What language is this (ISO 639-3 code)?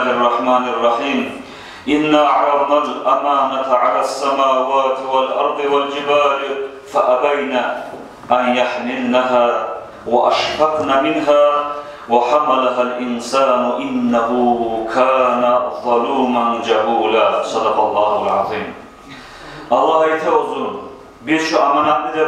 kum